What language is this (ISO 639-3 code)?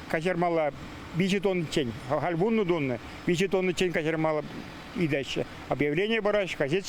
chv